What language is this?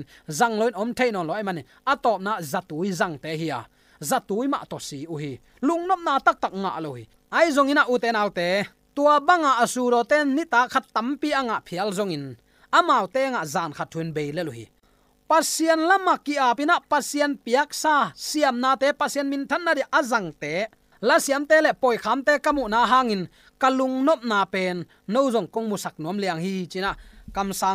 Tedim Chin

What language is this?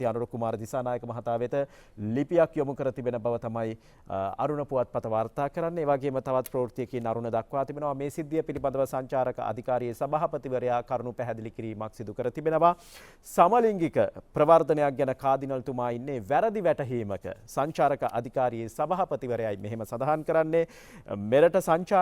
Sinhala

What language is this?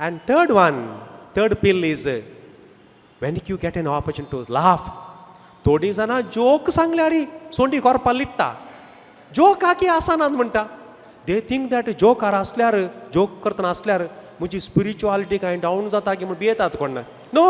Konkani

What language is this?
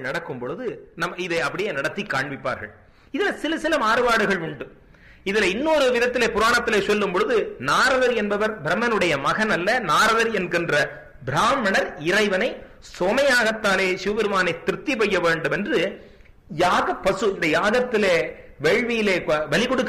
Tamil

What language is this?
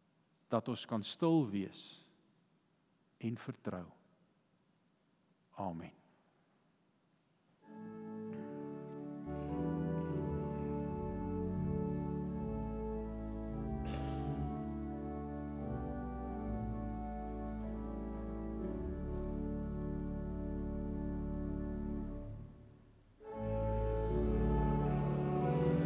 Afrikaans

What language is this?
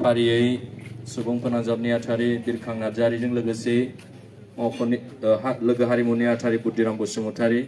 Bodo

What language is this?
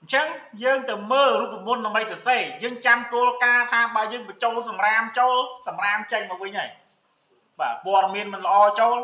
Khmer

